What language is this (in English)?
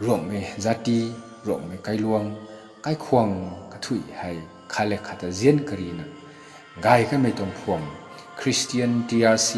Rongmei Naga